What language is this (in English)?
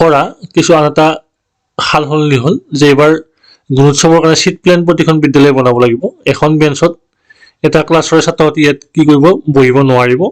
Assamese